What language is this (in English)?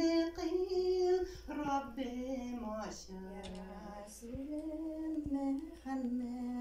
Tatar